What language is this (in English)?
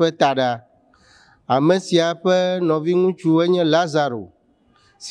Ewe